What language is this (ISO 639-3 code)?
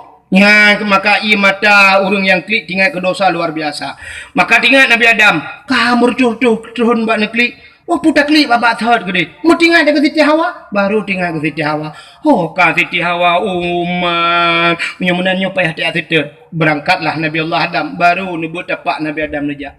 ace